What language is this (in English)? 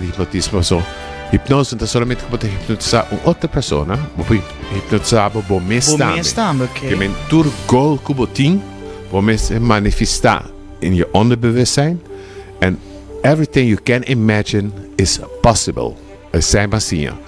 Papiamento